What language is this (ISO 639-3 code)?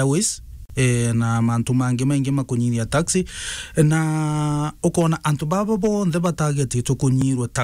mer